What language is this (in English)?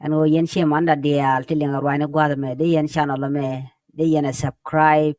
Nuer